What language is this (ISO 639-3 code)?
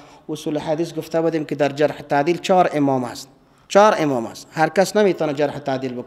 fas